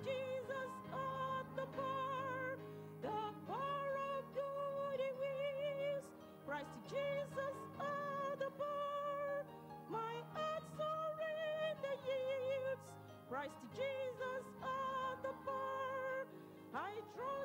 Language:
Ewe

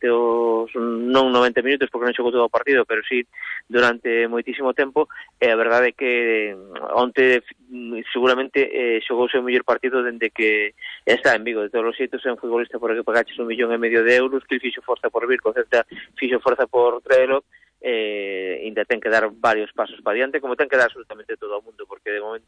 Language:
Galician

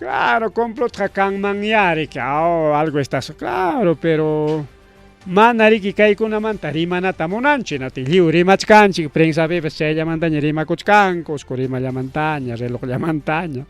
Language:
Ayacucho Quechua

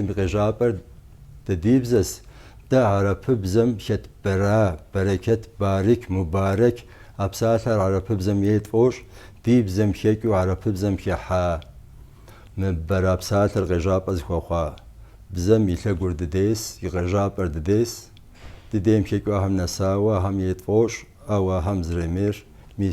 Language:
Kabardian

